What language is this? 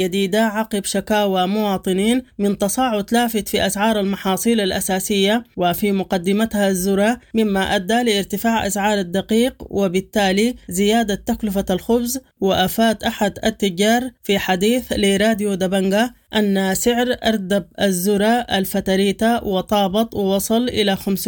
Sudanese Arabic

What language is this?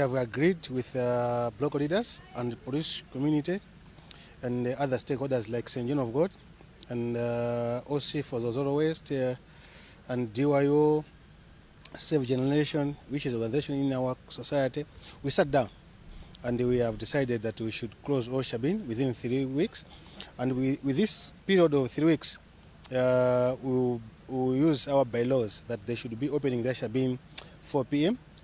English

